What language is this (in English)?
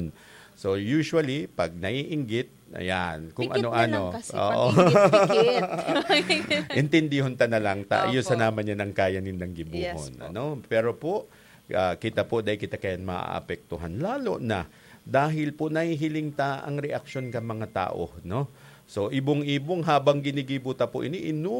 Bikol